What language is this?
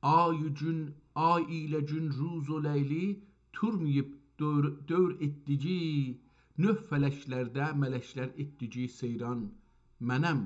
South Azerbaijani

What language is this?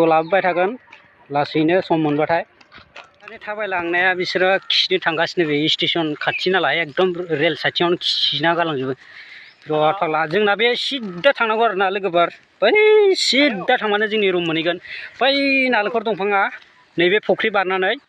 Bodo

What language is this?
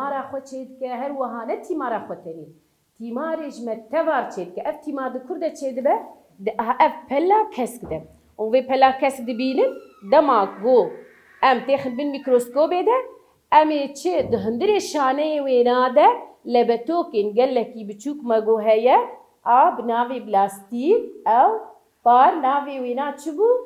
Kurdish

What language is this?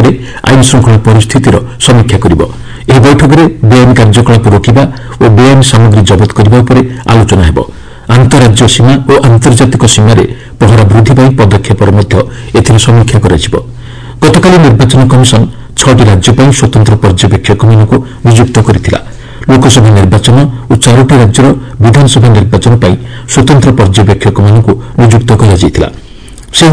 Odia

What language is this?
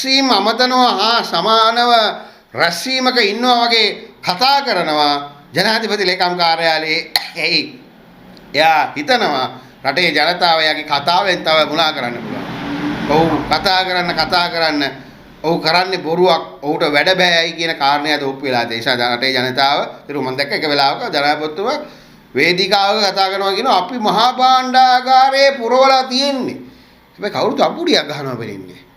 Sinhala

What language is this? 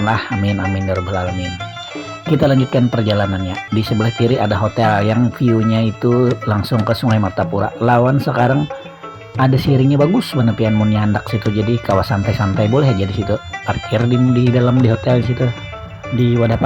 Banjar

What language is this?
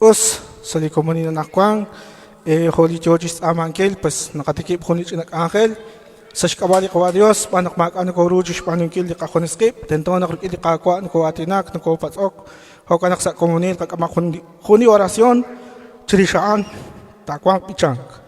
Kekchí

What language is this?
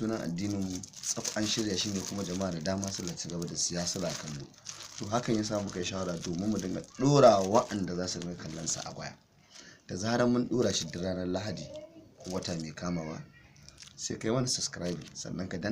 Hausa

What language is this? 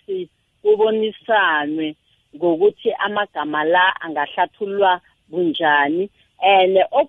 South Ndebele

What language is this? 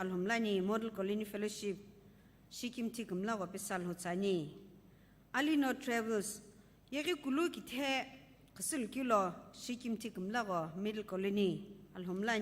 Sumi Naga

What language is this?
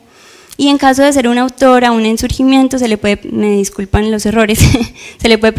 Spanish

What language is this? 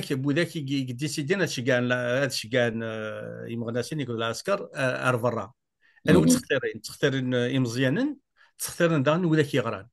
Kabyle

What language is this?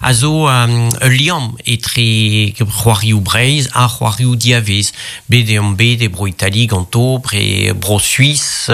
Breton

